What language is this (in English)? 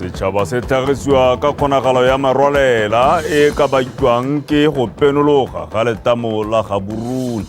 Tswana